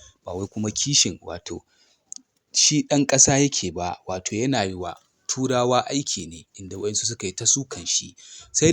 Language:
Hausa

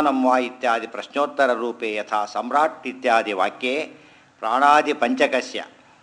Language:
Kannada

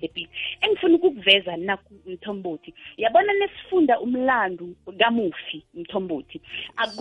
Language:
South Ndebele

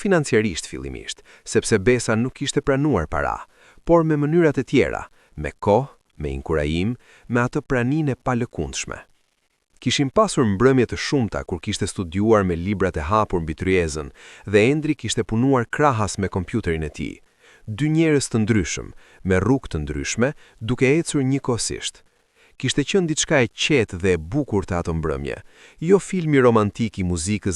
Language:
Albanian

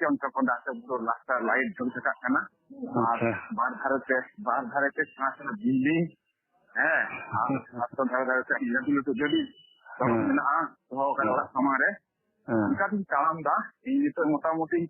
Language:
Santali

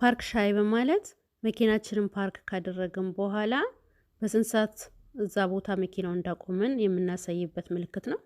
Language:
Amharic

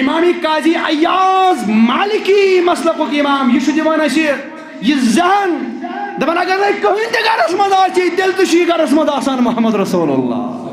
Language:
Kashmiri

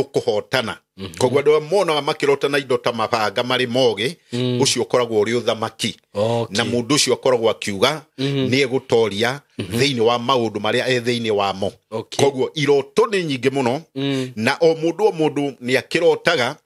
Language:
Kikuyu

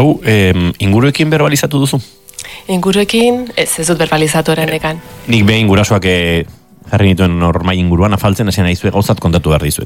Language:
Basque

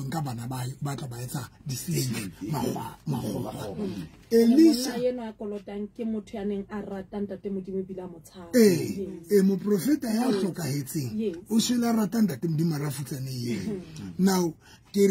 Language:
Southern Sotho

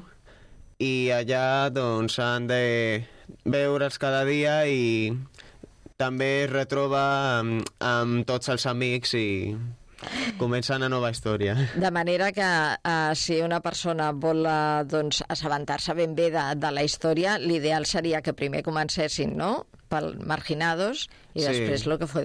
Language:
Catalan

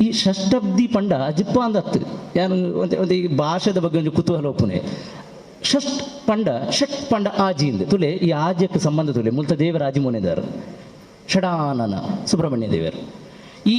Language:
Tulu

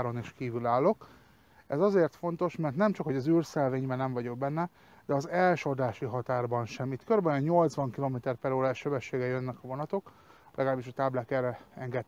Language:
Hungarian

